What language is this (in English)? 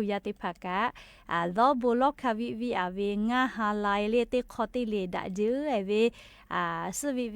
Lahu